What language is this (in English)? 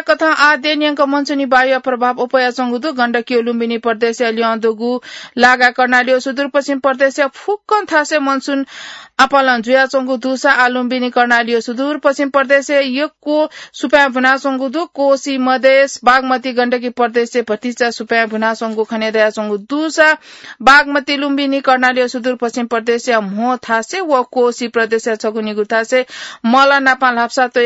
Newari